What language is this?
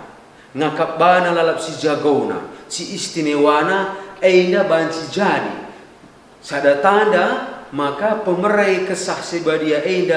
Batak Karo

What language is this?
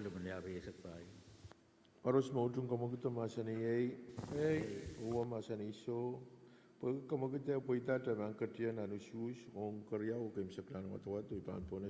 Pohnpeian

